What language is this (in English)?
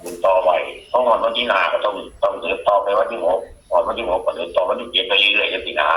Northeastern Thai